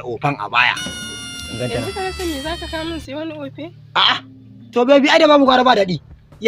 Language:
Hausa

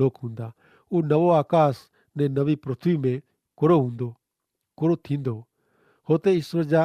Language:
Kachhi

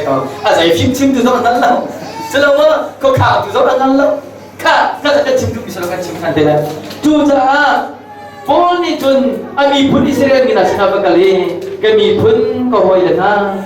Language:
Hakha Chin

